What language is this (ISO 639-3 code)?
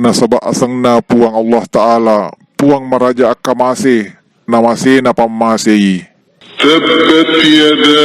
bug